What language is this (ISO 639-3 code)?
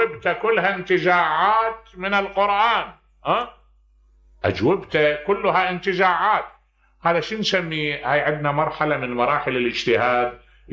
acm